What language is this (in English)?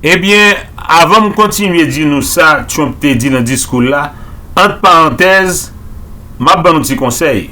Haitian Creole